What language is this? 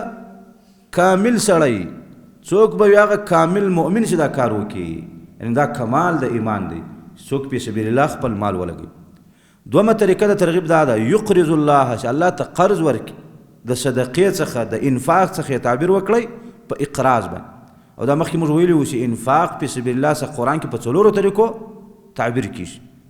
Pashto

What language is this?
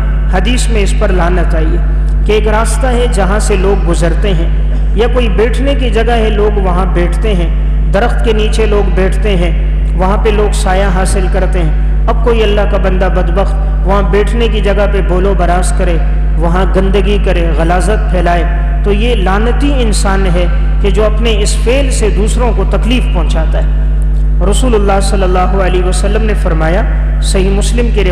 Urdu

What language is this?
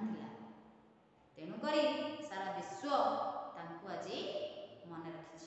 Odia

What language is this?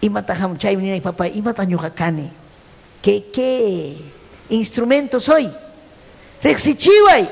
Ayacucho Quechua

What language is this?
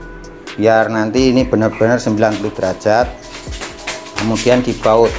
Indonesian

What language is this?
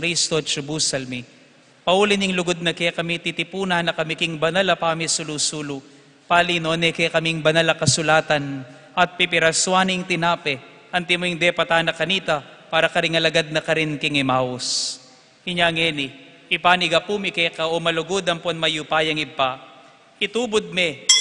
Pampanga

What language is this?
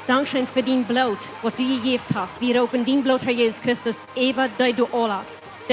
Plautdietsch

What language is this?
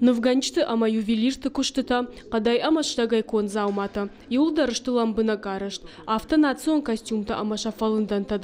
Ossetic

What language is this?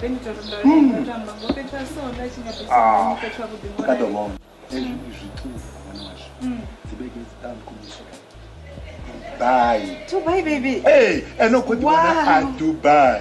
Venda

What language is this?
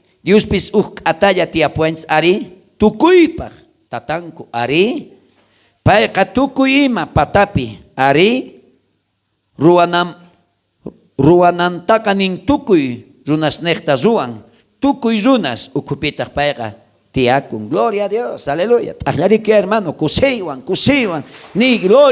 South Bolivian Quechua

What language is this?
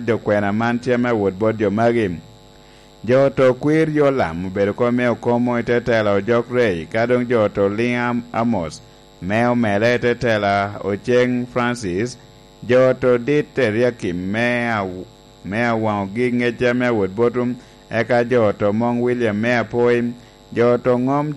Lango (Uganda)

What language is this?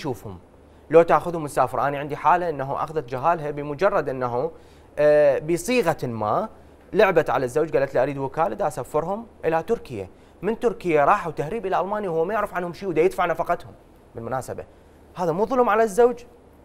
Mesopotamian Arabic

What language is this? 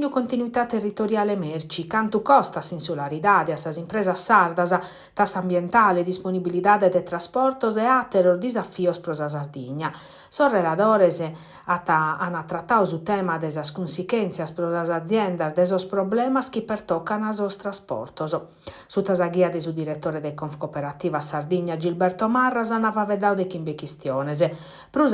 Sardinian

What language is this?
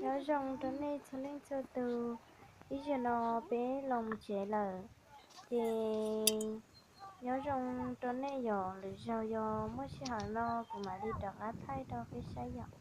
Hmong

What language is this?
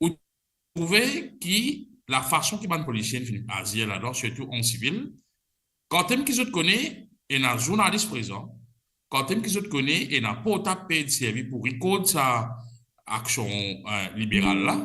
Morisyen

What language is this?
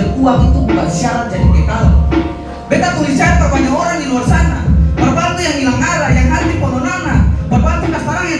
Ambonese Malay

